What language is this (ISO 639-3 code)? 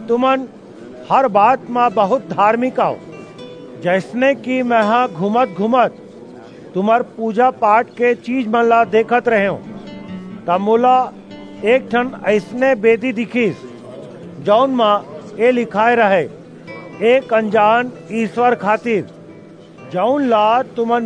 hne